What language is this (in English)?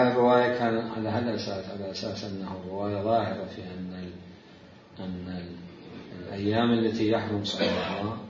Mesopotamian Arabic